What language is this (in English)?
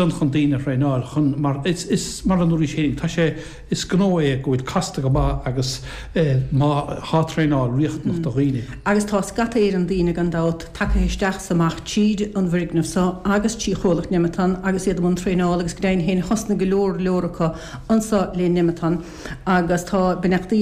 Irish